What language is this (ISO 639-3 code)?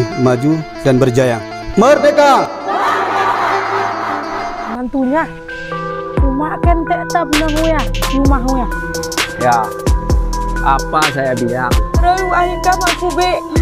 msa